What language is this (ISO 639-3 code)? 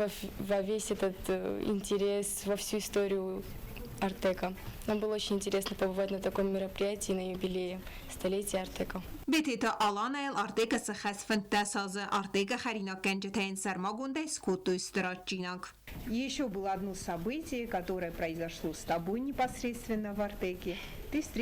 oss